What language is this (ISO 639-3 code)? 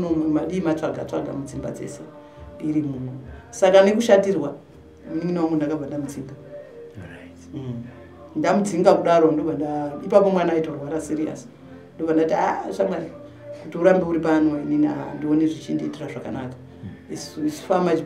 sna